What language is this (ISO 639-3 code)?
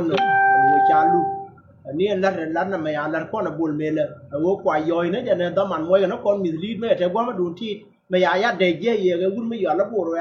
nus